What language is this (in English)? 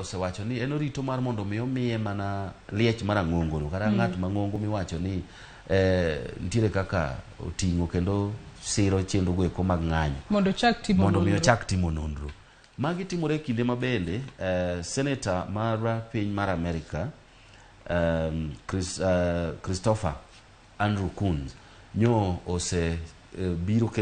Luo (Kenya and Tanzania)